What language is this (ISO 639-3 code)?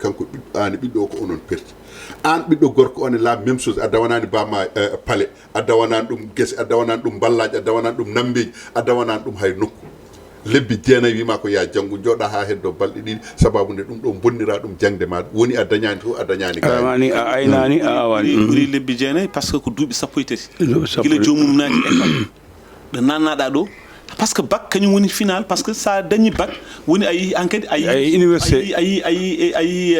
ful